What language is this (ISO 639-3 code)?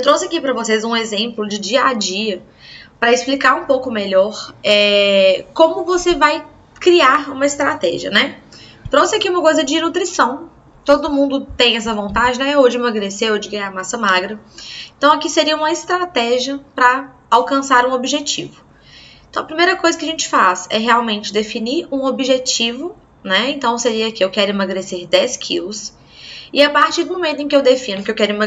por